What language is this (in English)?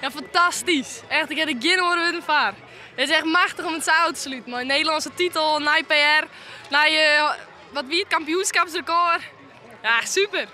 Western Frisian